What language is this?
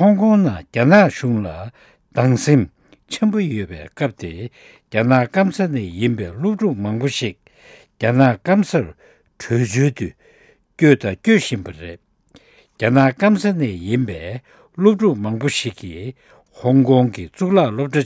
Latvian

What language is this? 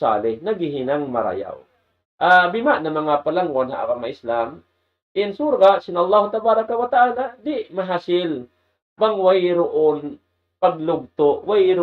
Tausug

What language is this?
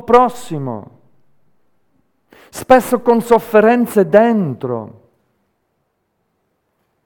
Italian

